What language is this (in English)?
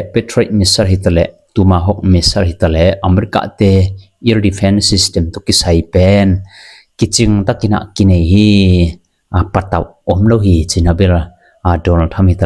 Tedim Chin